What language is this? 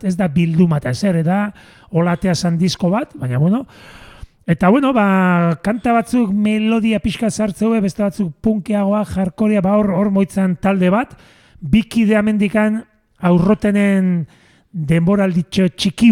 Basque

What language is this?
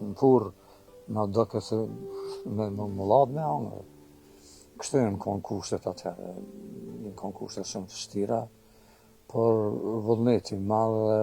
Albanian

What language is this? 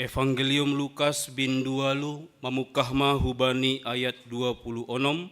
Batak Simalungun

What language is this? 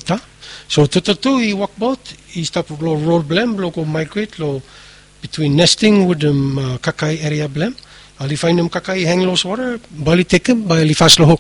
Bislama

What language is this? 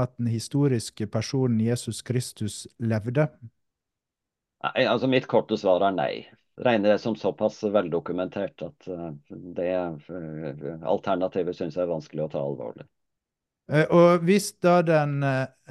Norwegian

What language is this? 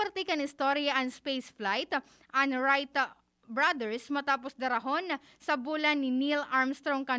Bikol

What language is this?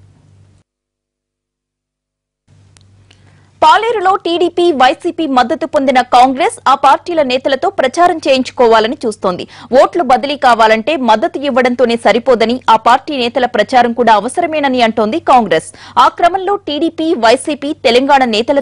Telugu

